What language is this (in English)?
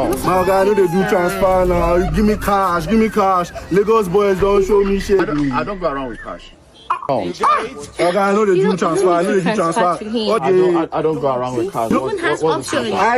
Nigerian Pidgin